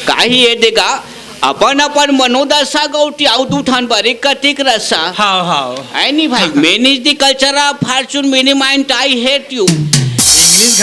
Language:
Chhattisgarhi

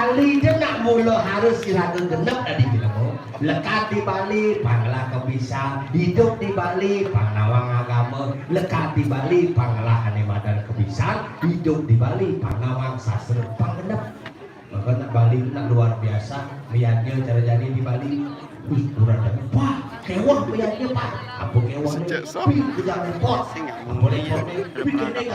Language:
Balinese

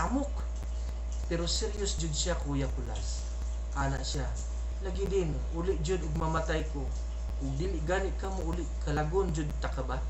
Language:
Cebuano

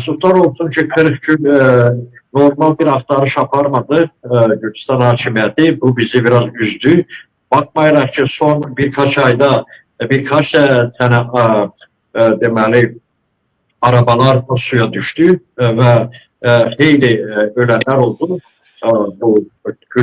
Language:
Azerbaijani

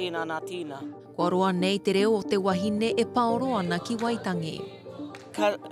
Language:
Māori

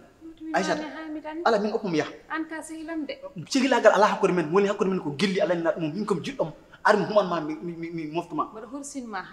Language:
Fula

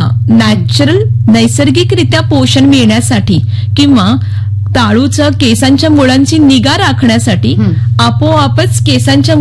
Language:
Marathi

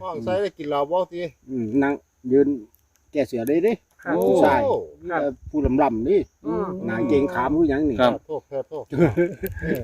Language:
Northeastern Thai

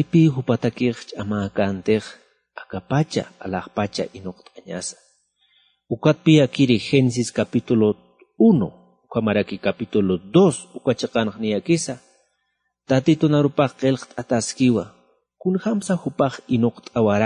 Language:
Aymara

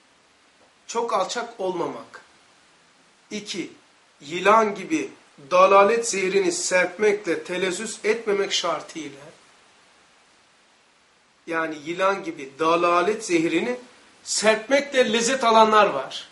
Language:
Turkish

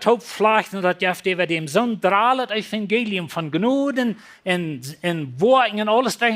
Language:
Plautdietsch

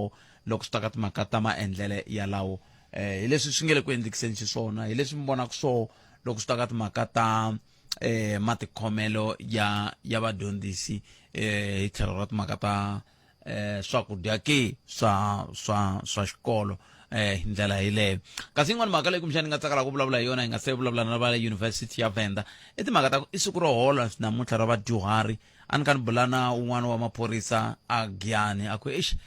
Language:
Tsonga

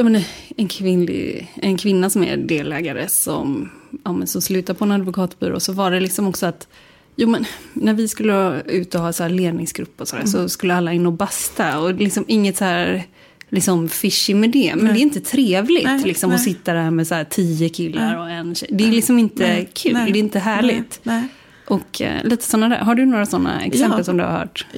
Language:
Swedish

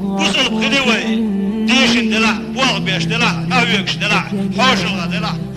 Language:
Chechen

